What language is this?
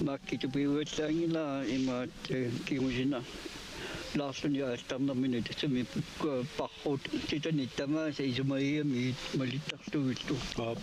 Kalaallisut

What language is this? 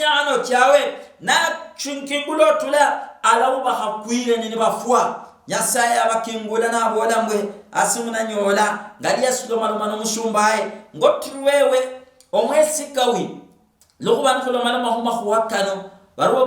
Luyia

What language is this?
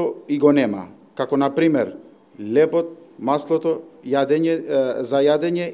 Macedonian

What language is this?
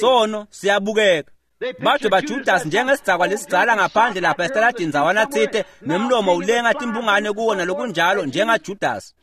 Swati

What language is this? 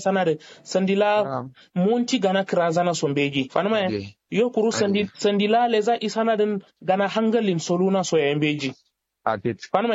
Kanuri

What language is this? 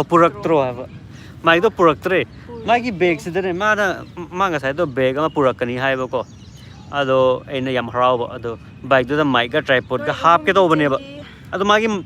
Manipuri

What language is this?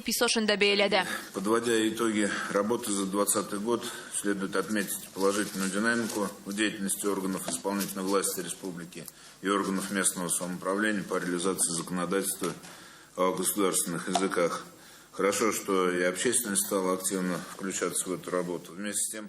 Tatar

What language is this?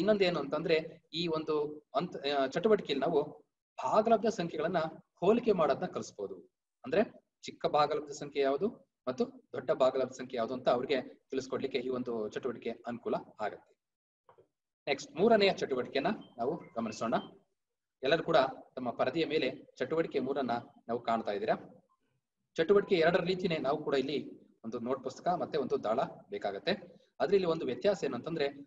Kannada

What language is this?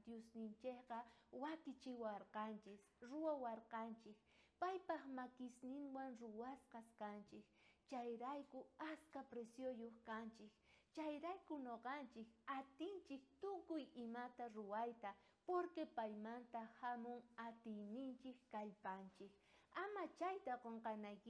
South Bolivian Quechua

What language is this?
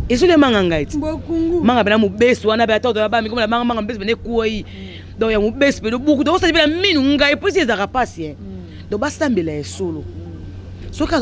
Lingala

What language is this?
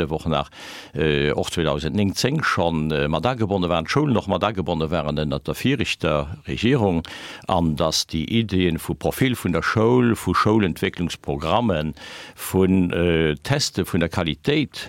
Luxembourgish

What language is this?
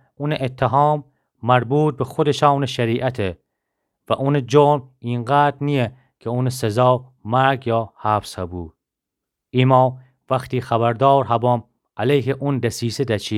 Gilaki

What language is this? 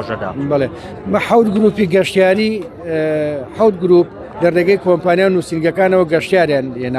Central Kurdish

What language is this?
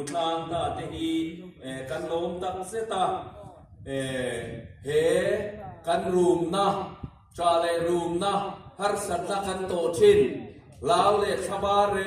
Hmar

